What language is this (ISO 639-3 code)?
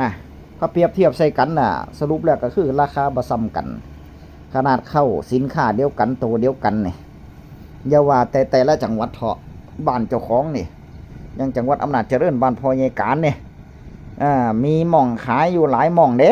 tts